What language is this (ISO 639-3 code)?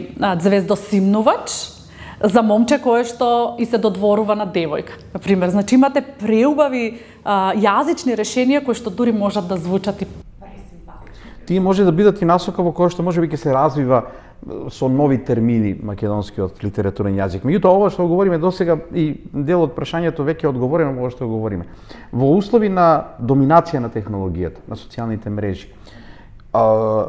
mkd